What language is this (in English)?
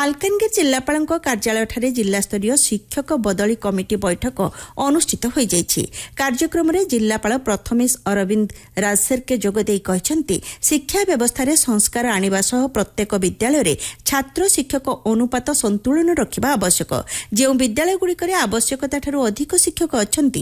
Odia